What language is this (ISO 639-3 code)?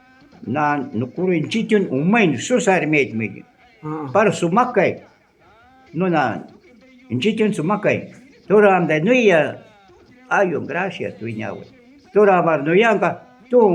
jiv